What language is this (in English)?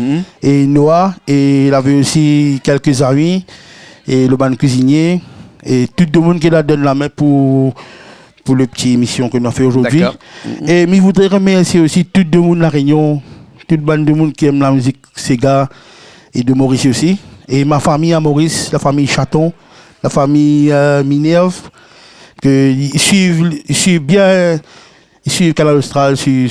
Réunion Creole French